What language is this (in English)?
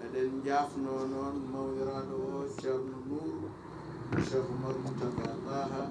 Fula